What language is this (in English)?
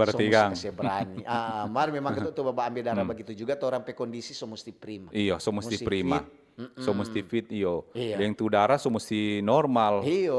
Manado Malay